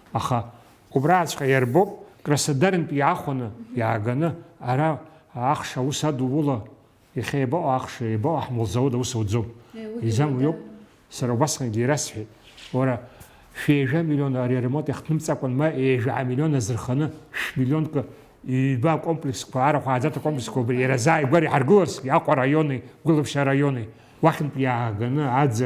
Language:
Abkhazian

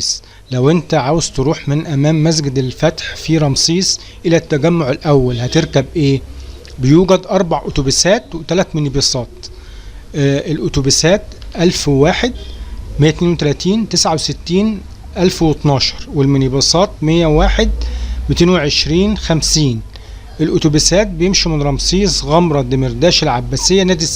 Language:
Egyptian Arabic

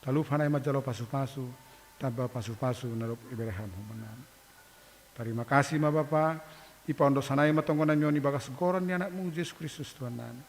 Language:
Batak Simalungun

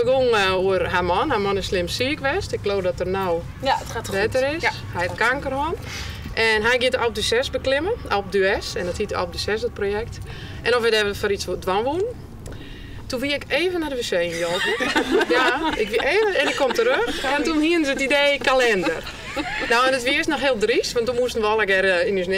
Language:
Western Frisian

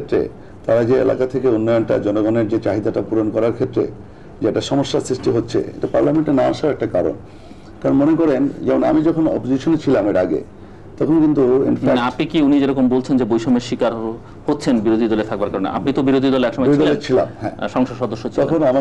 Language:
Bangla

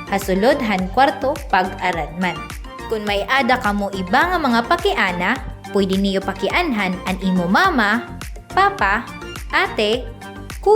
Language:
Waray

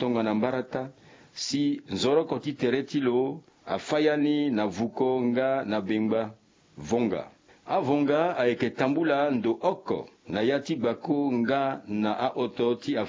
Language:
Sango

